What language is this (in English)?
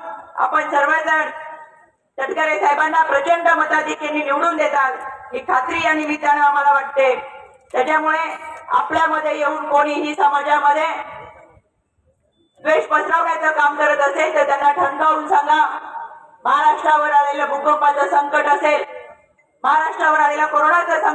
Marathi